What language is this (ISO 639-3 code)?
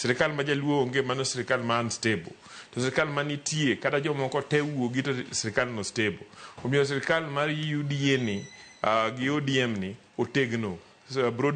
luo